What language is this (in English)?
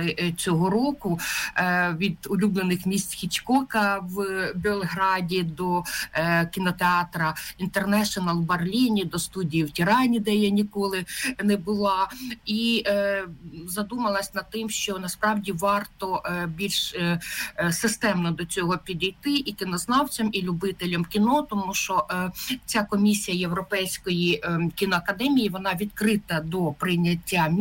Ukrainian